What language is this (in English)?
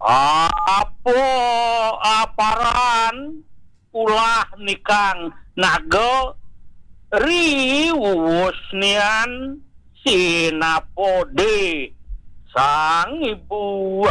Balinese